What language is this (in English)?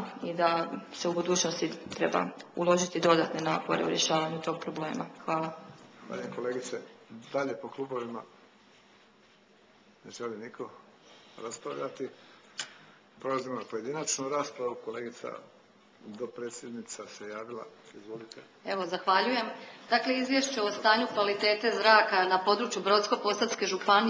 Croatian